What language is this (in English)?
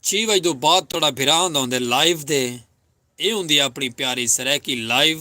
Saraiki